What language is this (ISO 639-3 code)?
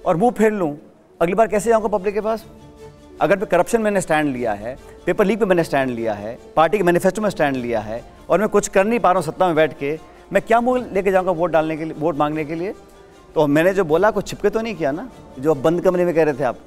hin